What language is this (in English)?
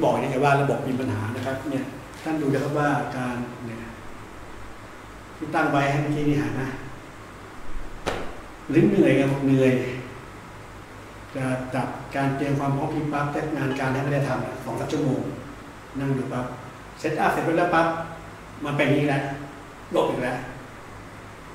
Thai